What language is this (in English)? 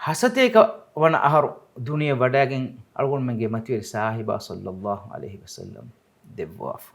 Divehi